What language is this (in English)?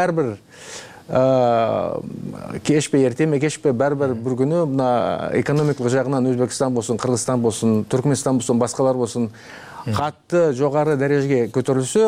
Kyrgyz